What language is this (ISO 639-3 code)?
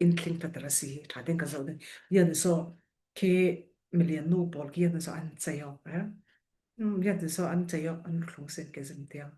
cfm